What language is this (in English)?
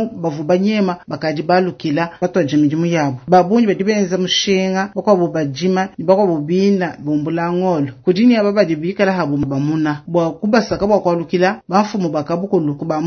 Luba-Lulua